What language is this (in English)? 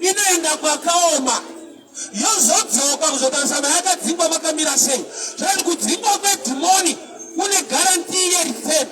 Shona